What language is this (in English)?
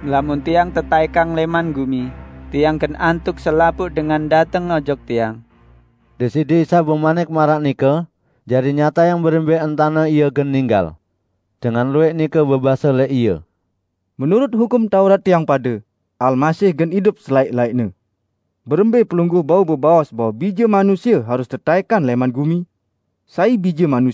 Sasak